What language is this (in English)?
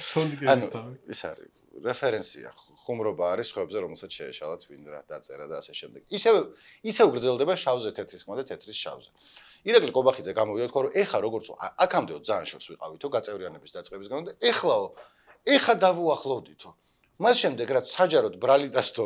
Georgian